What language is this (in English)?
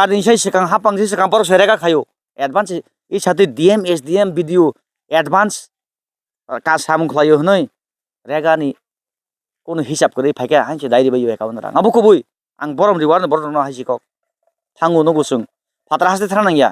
Kok Borok